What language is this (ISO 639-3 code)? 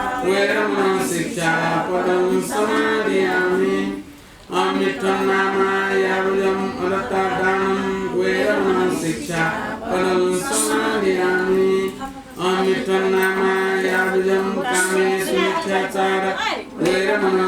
new